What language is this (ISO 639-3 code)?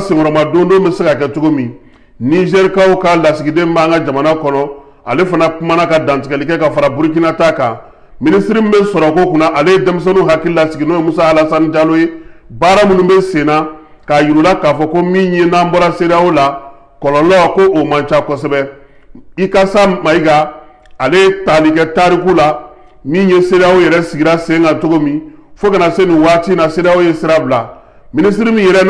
bam